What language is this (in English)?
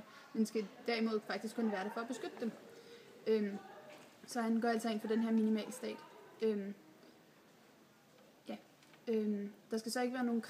Danish